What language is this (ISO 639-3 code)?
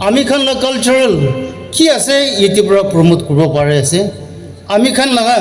nag